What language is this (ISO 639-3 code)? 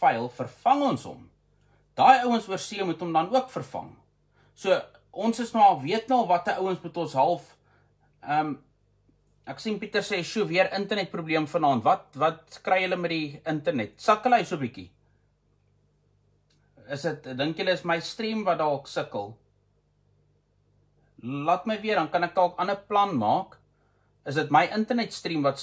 afr